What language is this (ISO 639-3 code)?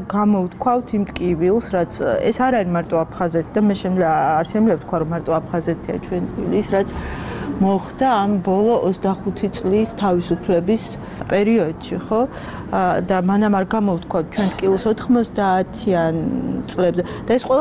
kat